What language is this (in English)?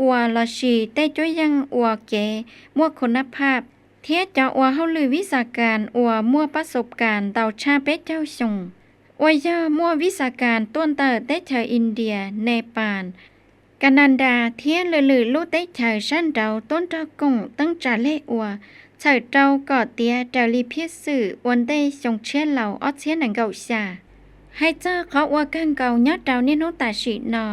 Hmong